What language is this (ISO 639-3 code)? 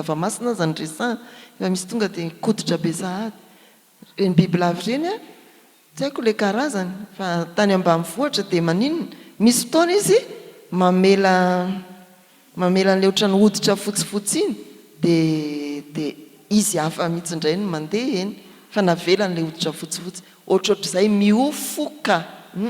mlg